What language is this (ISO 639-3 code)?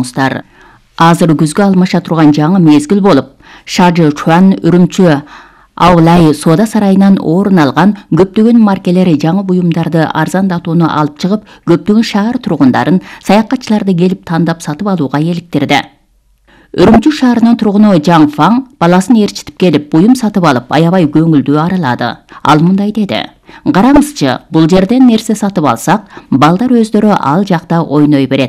kir